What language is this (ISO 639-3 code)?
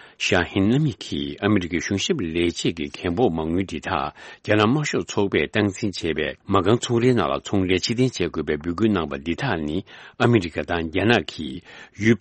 bod